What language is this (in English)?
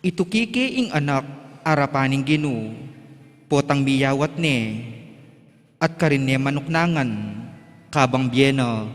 Pampanga